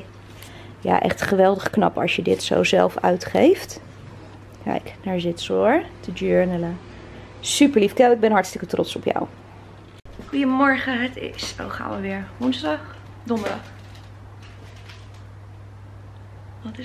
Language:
Dutch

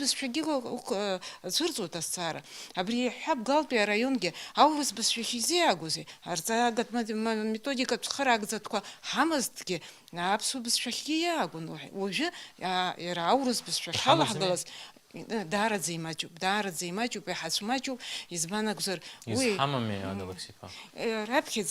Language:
Abkhazian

